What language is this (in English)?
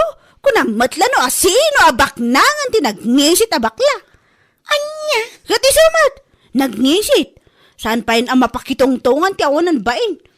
Iloko